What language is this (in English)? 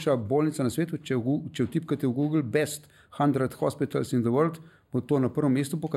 Slovenian